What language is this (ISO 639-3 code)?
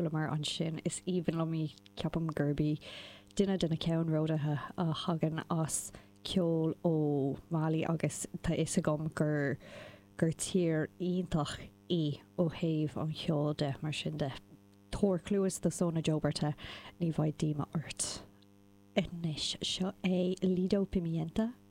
gle